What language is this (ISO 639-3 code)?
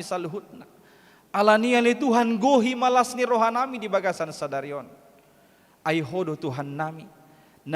bbc